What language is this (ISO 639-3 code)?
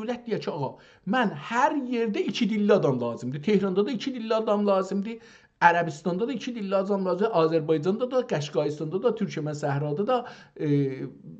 azb